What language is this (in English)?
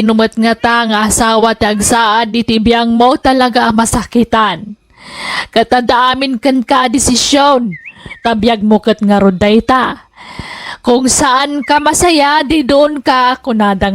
Iloko